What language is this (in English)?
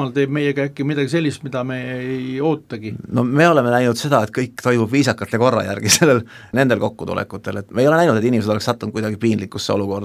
Estonian